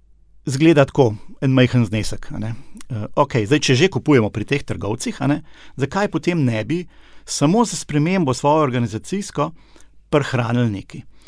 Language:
Slovenian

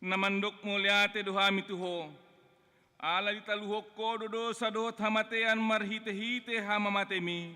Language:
Batak Toba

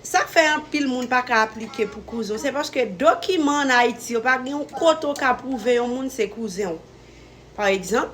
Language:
Haitian Creole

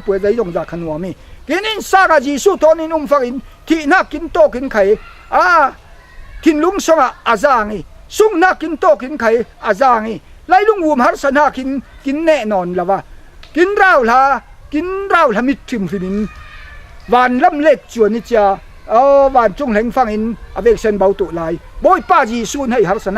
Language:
Falam Chin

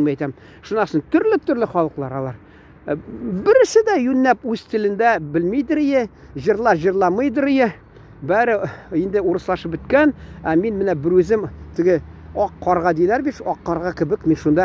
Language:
Tatar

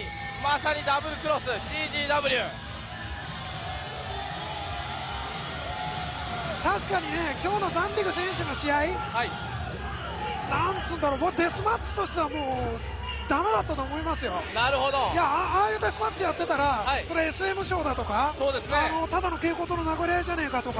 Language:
Japanese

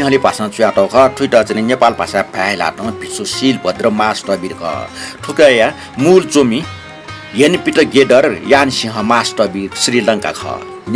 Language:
Newari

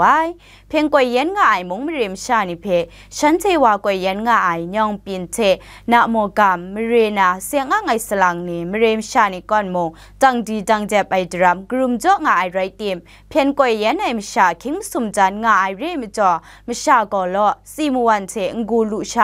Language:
Kachin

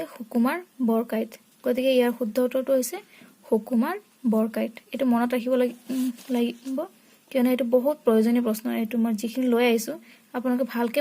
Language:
Assamese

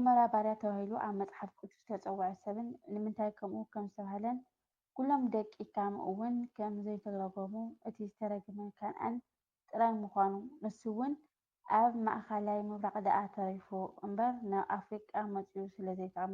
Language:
Tigrinya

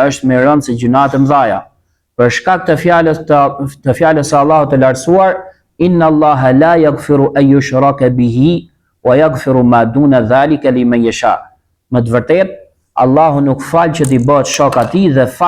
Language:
Albanian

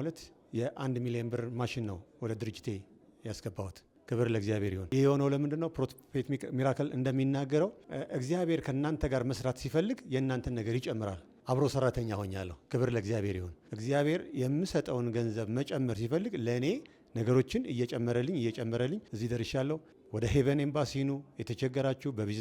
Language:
Amharic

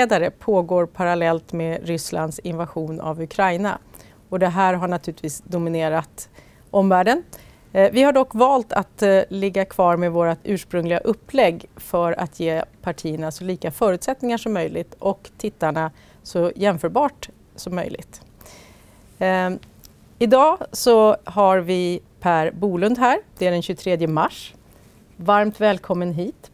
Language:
Swedish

